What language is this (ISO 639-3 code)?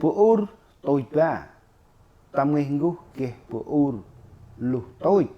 cmo